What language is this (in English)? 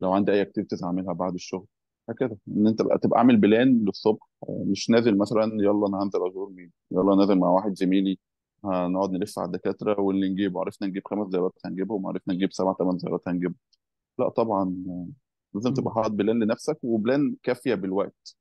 Egyptian Arabic